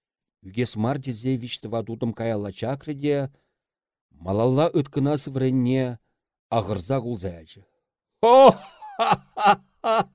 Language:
Chuvash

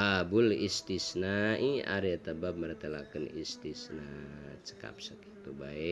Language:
Sundanese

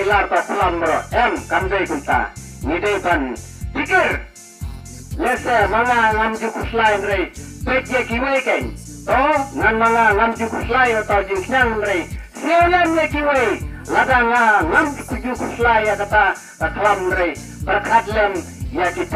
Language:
Khasi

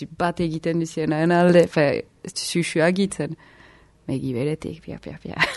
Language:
Basque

